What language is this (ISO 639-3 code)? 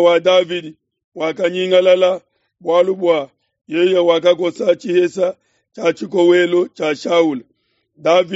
lua